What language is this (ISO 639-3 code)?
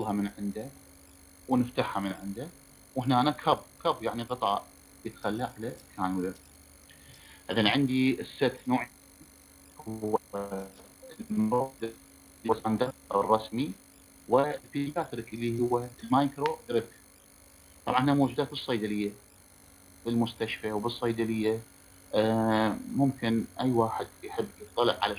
acm